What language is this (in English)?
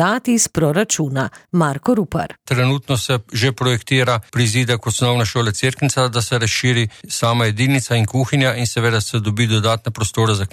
Slovenian